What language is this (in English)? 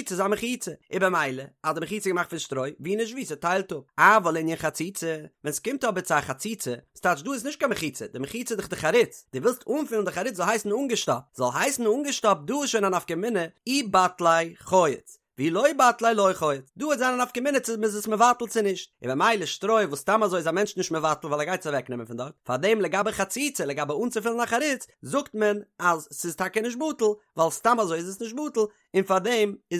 Yiddish